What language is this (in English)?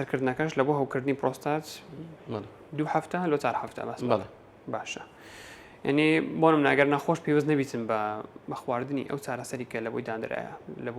Central Kurdish